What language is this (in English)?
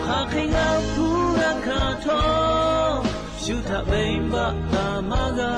Lahu